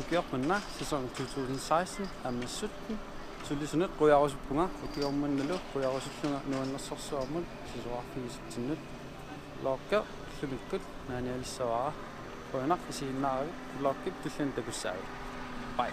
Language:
Kalaallisut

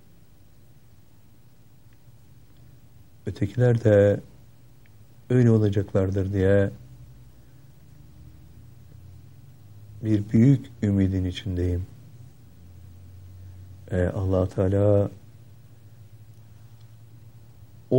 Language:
Turkish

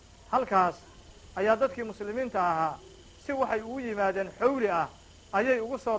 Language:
Somali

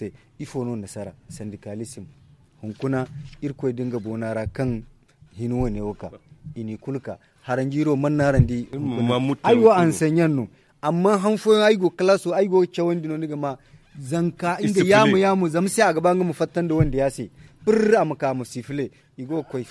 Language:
Zarma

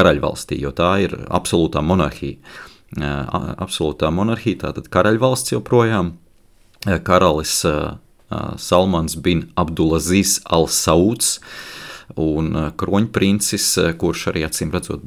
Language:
Latvian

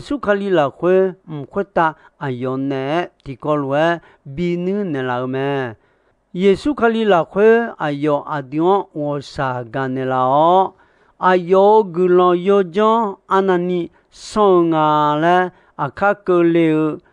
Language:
Akha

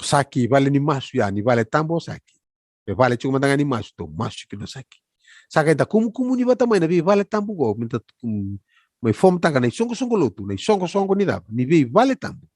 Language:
Fijian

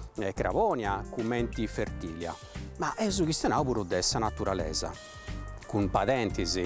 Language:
Sardinian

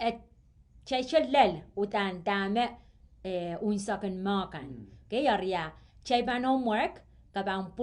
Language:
Pohnpeian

